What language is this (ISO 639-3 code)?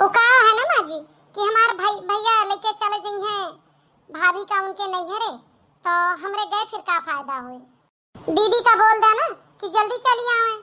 awa